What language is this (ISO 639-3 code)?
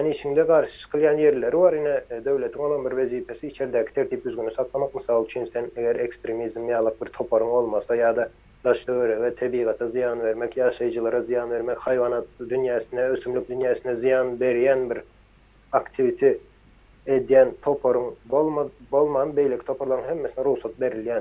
tuk